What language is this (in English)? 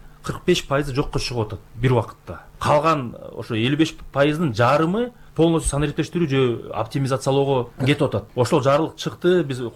Kyrgyz